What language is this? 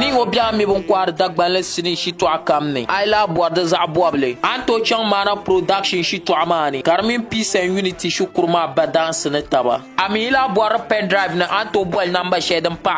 Dagbani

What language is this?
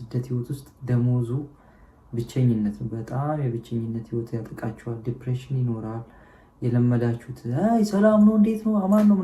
Amharic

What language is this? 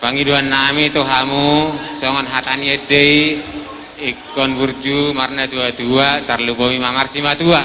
Batak Toba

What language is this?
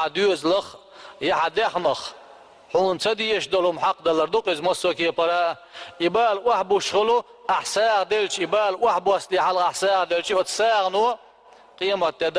Chechen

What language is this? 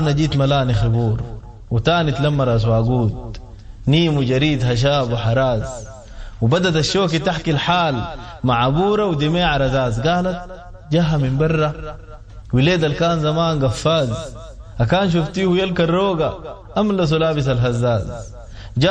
Sudanese Arabic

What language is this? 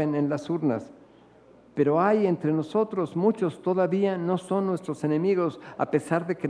Spanish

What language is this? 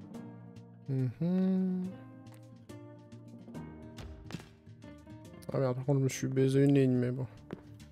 French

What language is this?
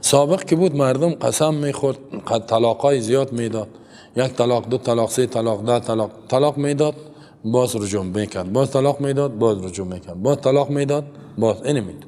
Persian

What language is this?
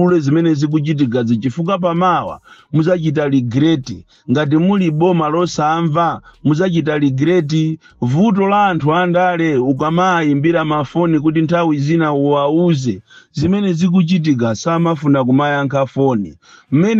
Nyanja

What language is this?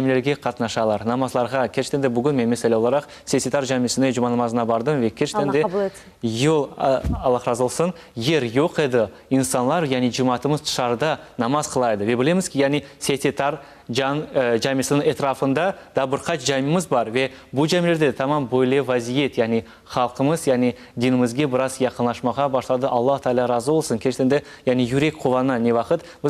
Crimean Tatar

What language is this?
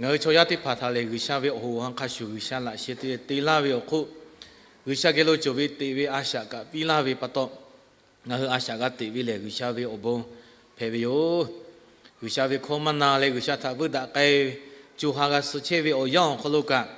Lahu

